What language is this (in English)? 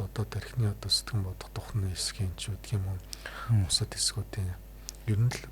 Mongolian